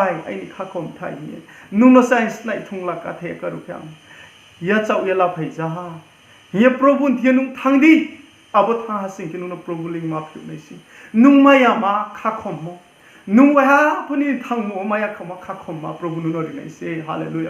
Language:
Riang (India)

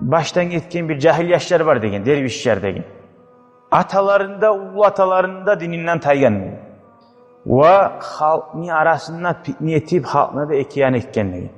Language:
Kumyk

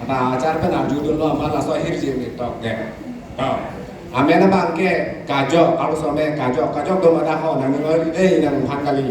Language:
Karbi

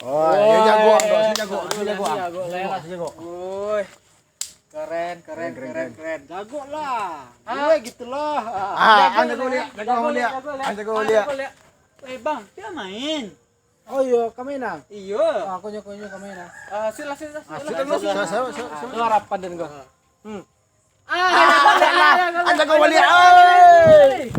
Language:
Minangkabau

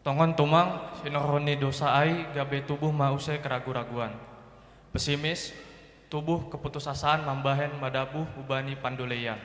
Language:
Batak Simalungun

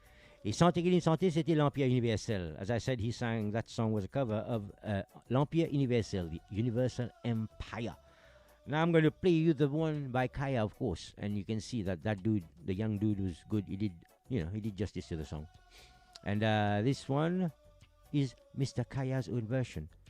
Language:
Morisyen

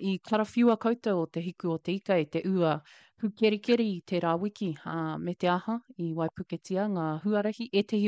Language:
Māori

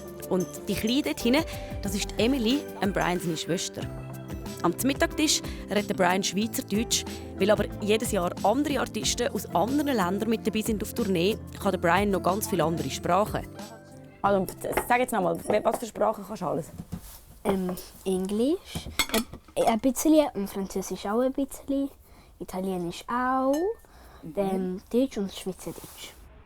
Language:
Swiss German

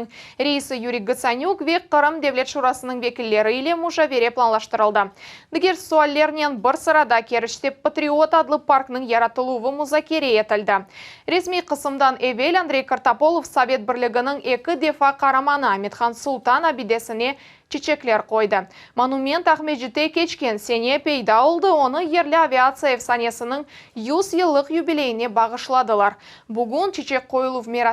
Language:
Crimean Tatar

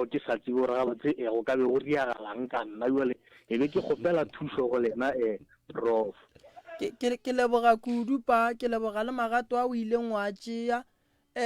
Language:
Northern Sotho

